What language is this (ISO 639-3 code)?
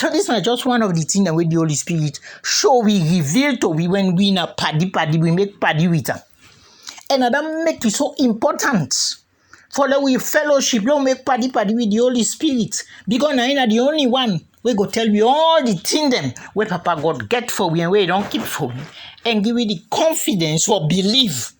kri